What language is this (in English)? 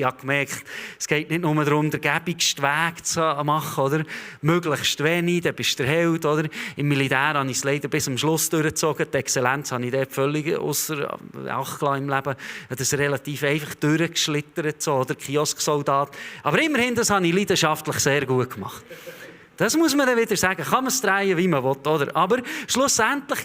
Swiss German